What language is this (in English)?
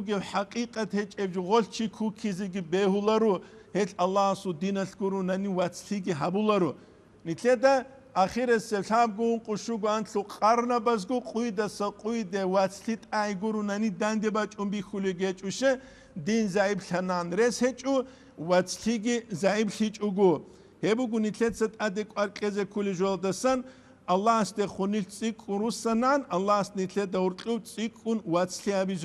Avaric